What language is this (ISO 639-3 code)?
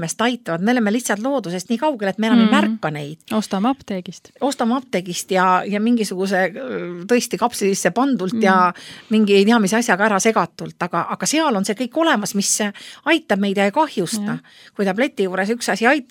est